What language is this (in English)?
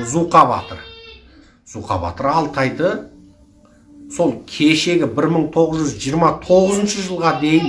Kazakh